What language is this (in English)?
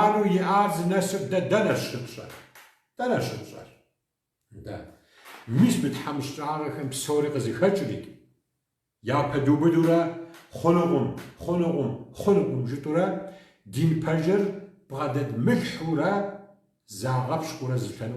Kabardian